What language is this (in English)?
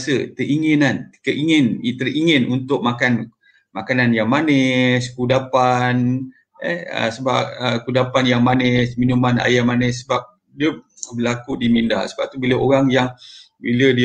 Malay